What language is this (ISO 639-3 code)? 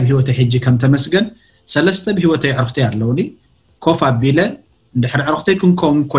tir